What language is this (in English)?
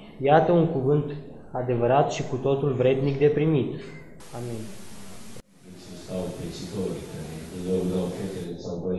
Romanian